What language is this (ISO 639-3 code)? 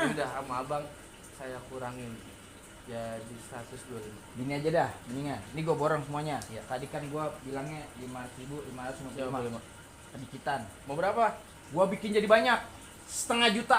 bew